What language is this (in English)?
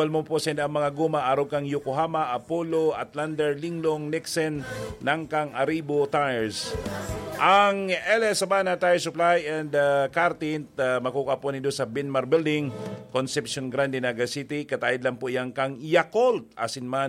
Bikol